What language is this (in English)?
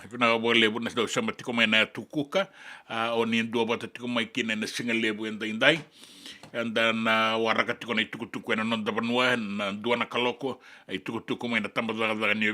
Fijian